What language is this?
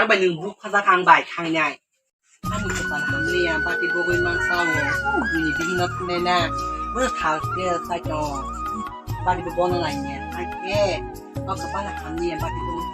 Kok Borok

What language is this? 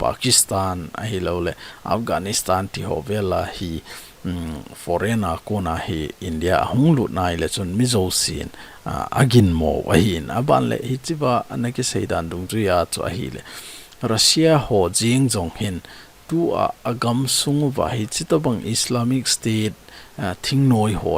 Thado Chin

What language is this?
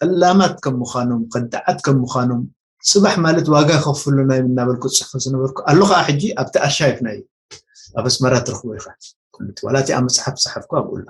Tigrinya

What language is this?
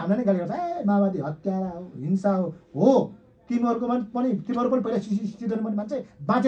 Nepali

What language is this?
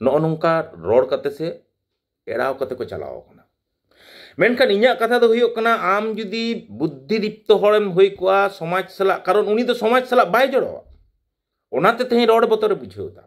Santali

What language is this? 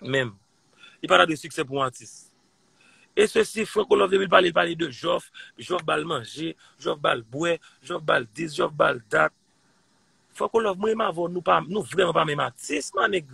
Haitian Creole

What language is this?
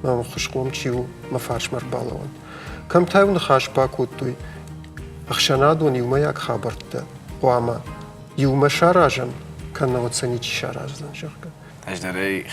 Ossetic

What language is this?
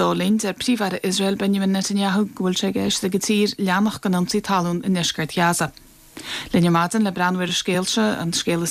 Irish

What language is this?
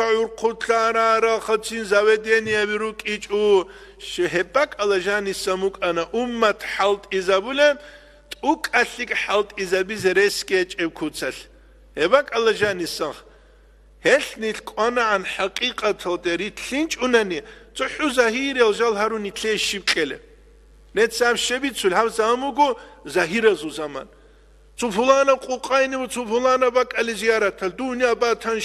Avaric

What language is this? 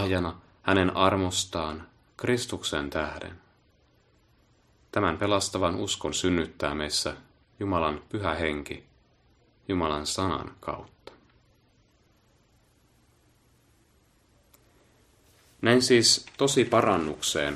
Finnish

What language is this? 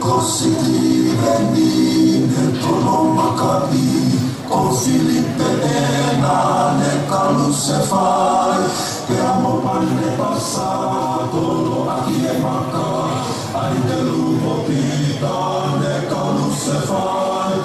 Tongan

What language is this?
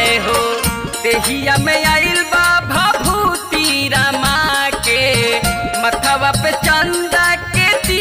Bhojpuri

